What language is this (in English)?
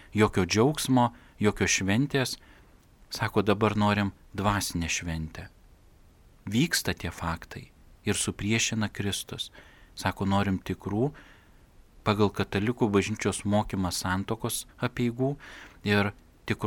Lithuanian